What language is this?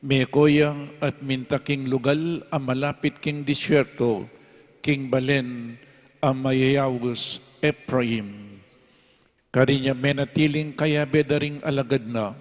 Pampanga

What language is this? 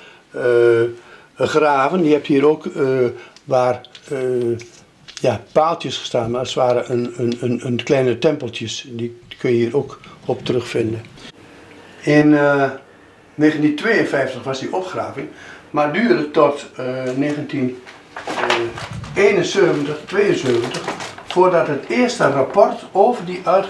Dutch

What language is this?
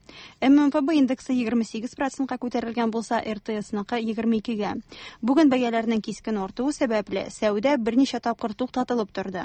Tatar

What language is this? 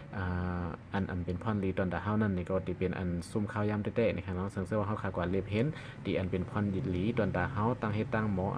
Shan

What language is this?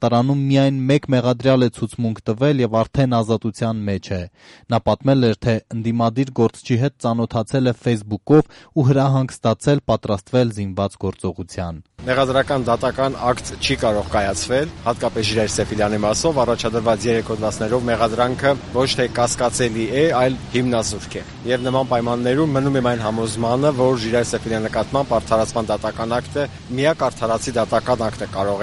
Armenian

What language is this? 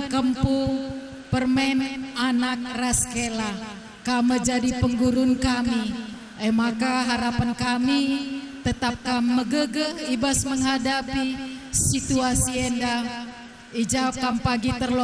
Batak Karo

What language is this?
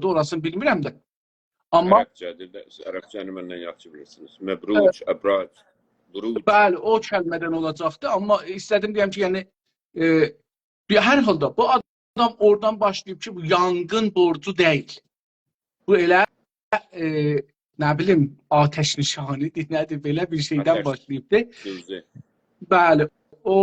South Azerbaijani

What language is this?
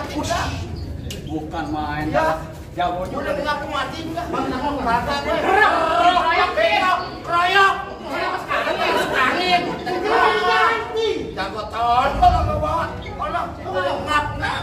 Betawi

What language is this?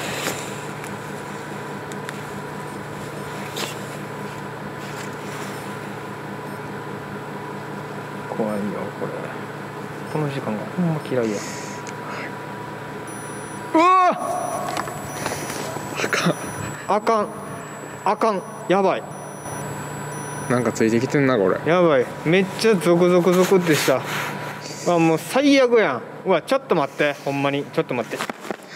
Japanese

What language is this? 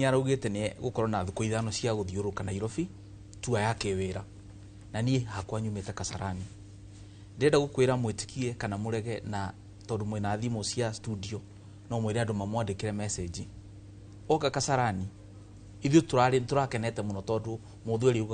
Kikuyu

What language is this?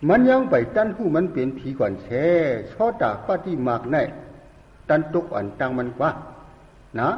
Shan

